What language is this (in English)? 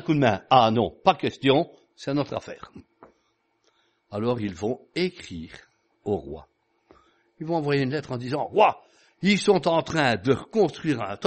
French